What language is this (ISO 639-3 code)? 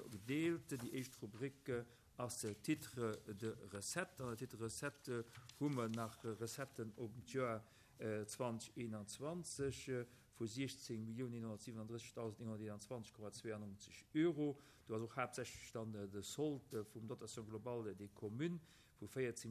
ltz